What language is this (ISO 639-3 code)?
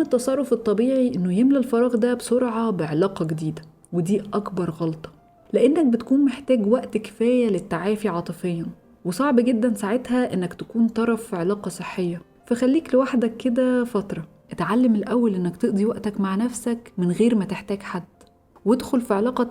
arz